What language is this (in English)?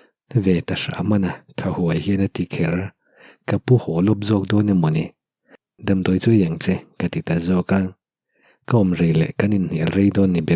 Mizo